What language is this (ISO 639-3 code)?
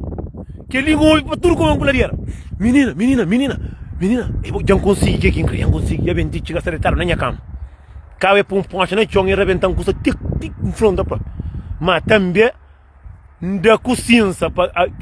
kea